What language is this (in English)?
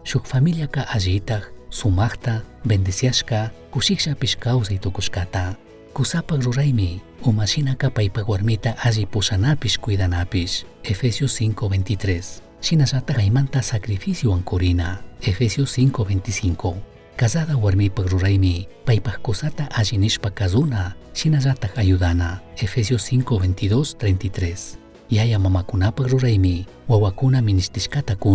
Chimborazo Highland Quichua